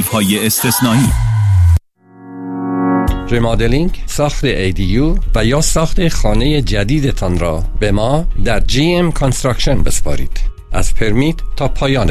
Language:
Persian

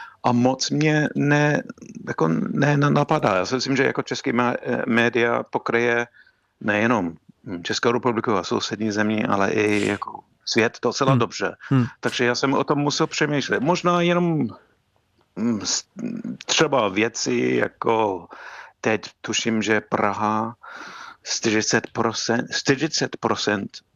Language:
Czech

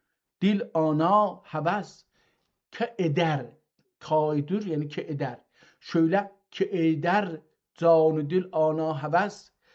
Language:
South Azerbaijani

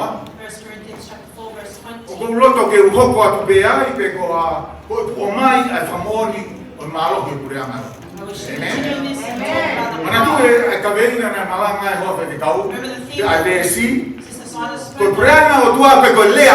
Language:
Tongan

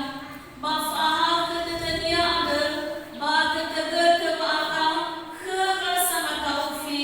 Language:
Nias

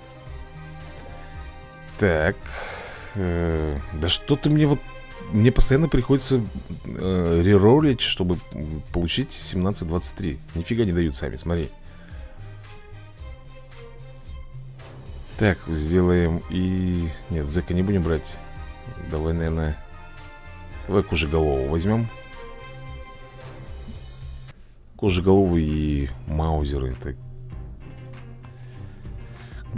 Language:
Russian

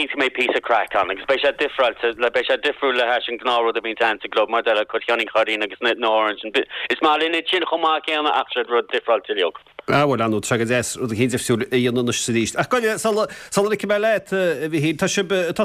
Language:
Irish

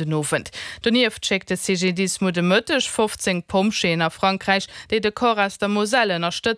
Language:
Luxembourgish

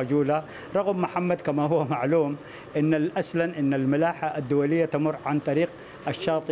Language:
Arabic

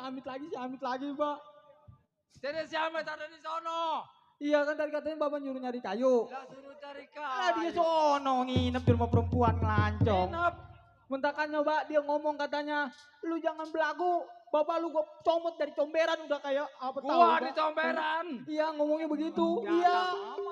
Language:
Betawi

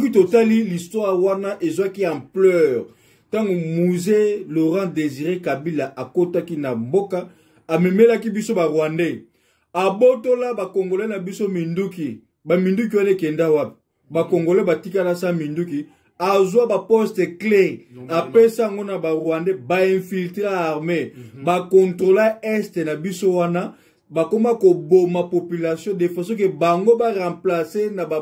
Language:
Lingala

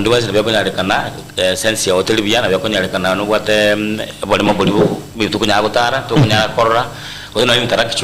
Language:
Gusii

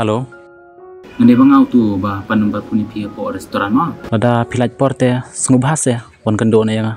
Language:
Khasi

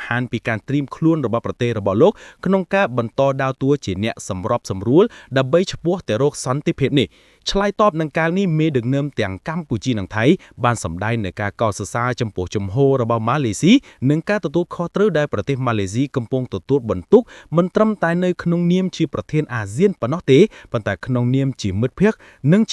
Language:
Khmer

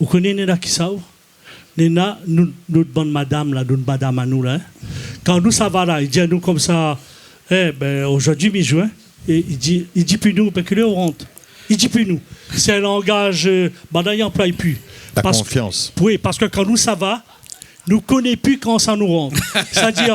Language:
Réunion Creole French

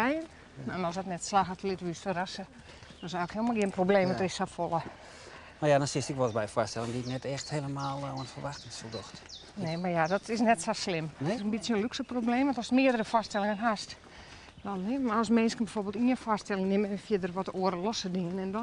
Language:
Western Frisian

